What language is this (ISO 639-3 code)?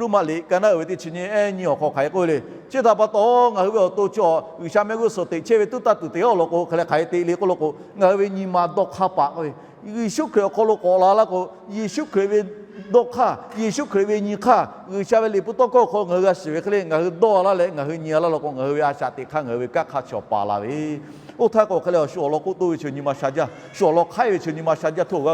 lhu